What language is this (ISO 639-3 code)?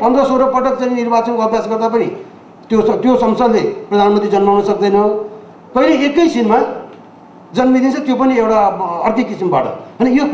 nep